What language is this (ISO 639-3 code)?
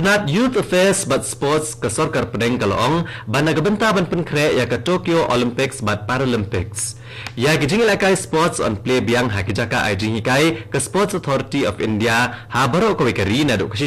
kha